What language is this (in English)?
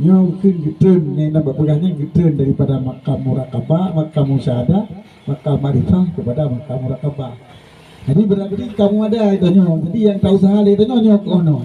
Achinese